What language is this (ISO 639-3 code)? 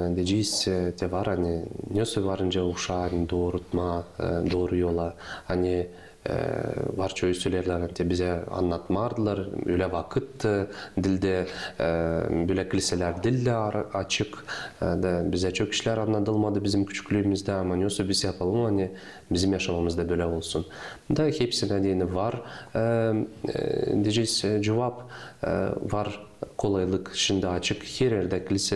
gag